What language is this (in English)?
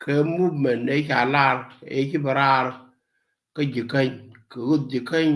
Nuer